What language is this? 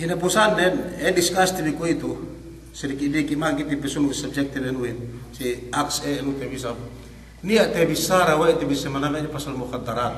Yakan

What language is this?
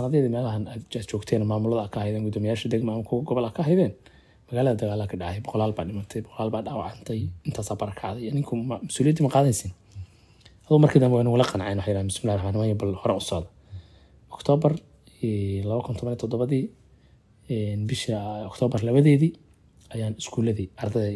Somali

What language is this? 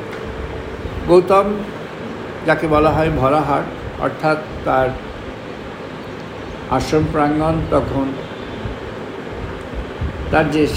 Bangla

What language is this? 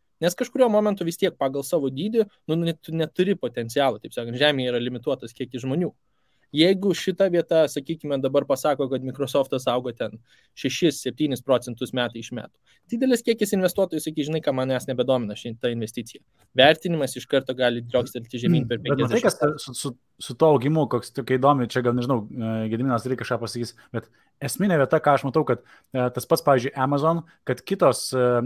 Lithuanian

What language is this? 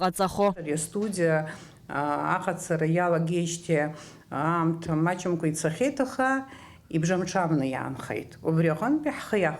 Abkhazian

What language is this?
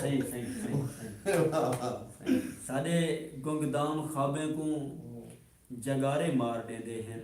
Saraiki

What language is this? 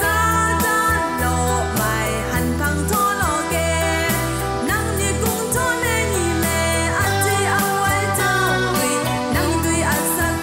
Zaiwa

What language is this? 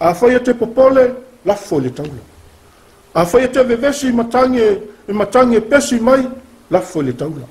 Samoan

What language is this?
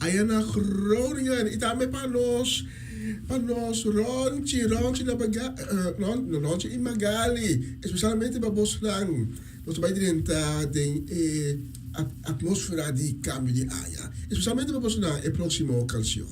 Papiamento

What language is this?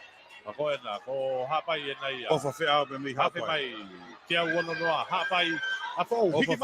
Tongan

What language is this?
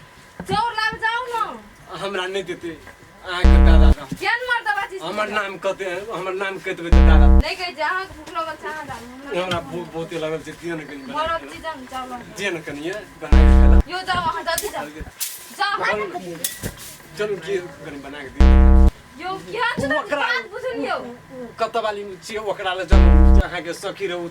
Maithili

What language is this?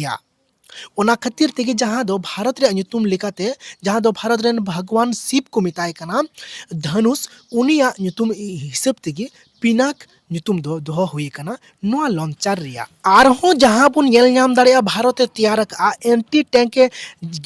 Santali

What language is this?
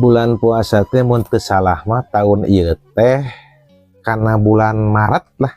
Sundanese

